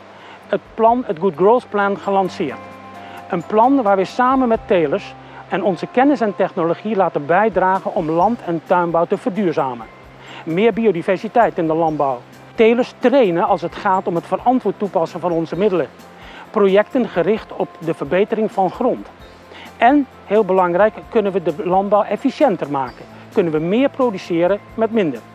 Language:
Dutch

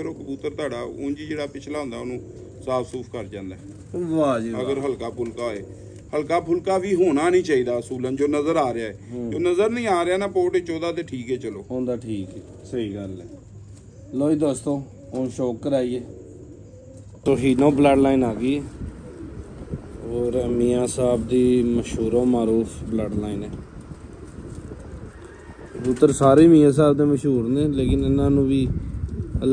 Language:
Punjabi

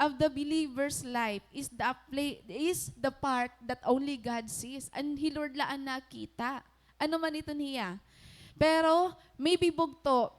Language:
Waray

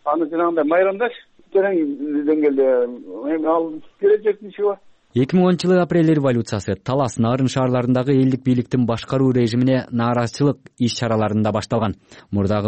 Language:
Kyrgyz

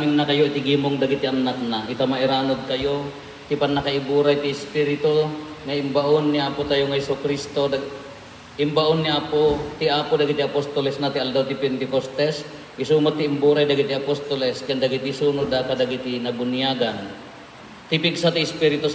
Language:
Iloko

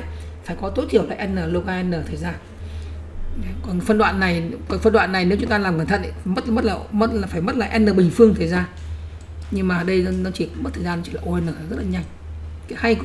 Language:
Vietnamese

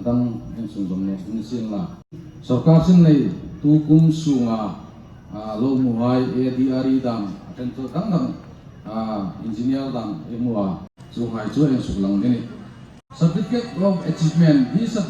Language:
Hmar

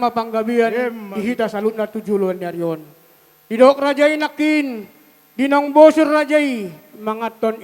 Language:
Batak Toba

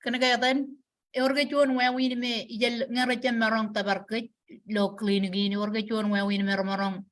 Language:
Marshallese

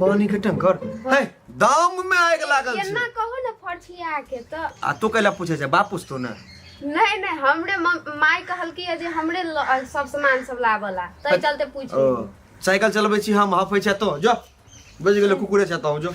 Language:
Maithili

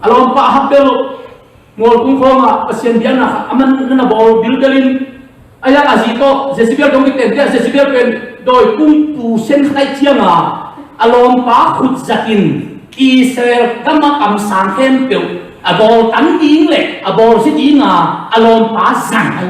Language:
Tedim Chin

